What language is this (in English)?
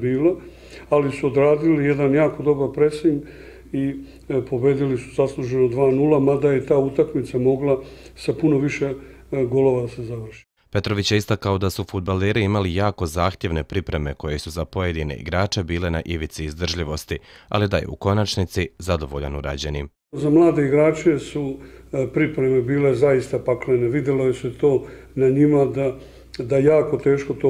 Bosnian